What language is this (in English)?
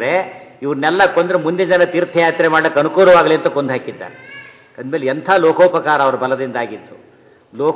Kannada